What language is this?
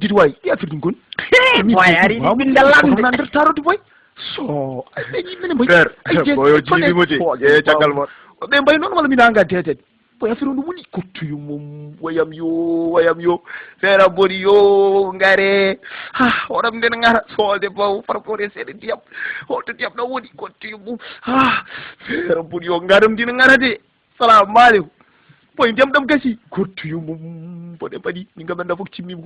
Fula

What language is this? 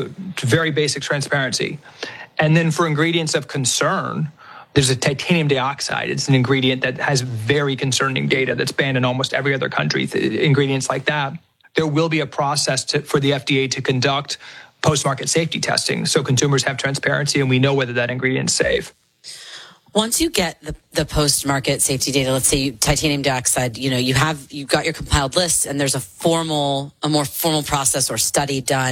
English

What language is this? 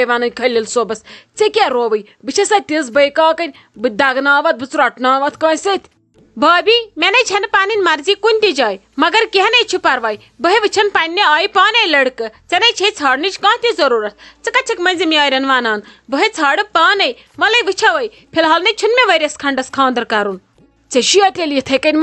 Kashmiri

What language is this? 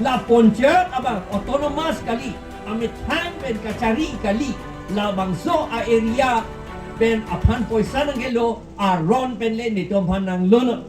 Karbi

